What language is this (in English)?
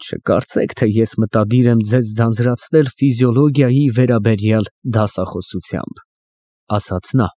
Armenian